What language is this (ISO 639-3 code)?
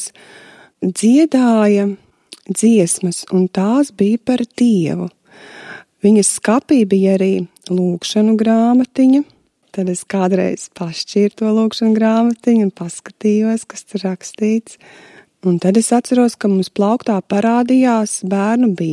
lav